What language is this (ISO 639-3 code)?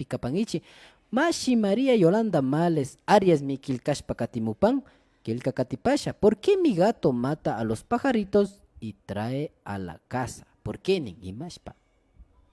qvi